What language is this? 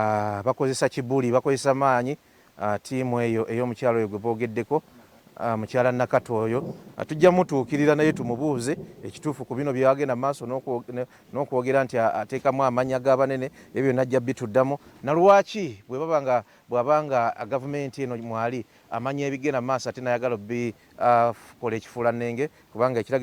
Ganda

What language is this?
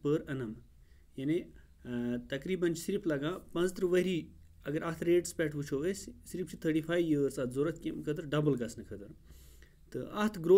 Kashmiri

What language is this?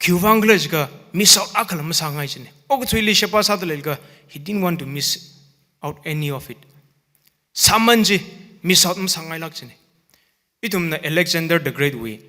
Tangkhul Naga (India)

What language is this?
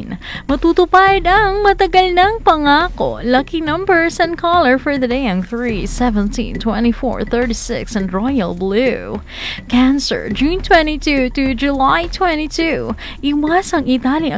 Filipino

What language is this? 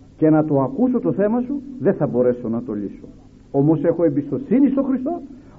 Greek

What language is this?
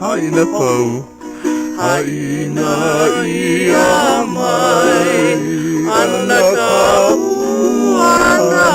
Hawaiian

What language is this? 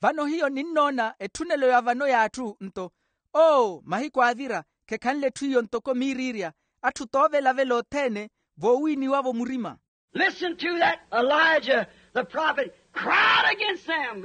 Makhuwa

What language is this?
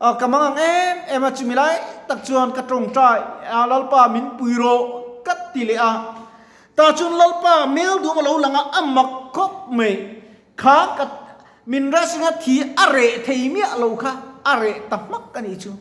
Mizo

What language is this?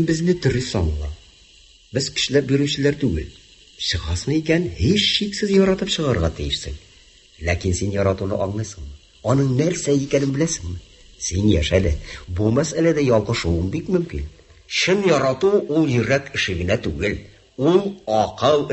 Tatar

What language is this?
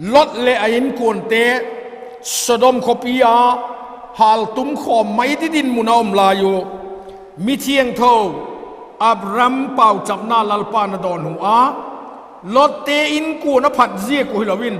Vaiphei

